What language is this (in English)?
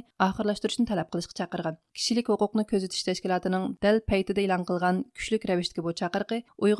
Uyghur